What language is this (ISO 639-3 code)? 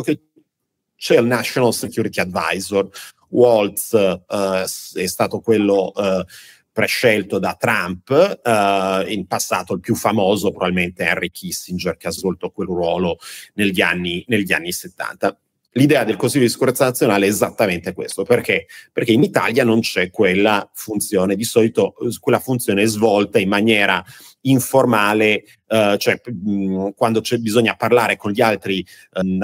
ita